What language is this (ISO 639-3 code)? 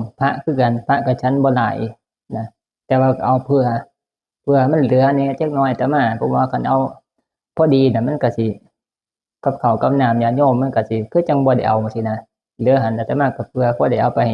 tts